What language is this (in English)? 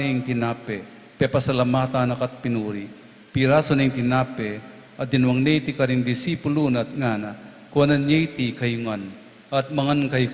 Pampanga